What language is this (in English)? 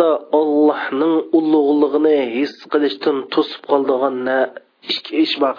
Uyghur